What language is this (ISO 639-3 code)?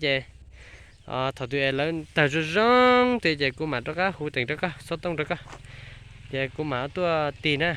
hmn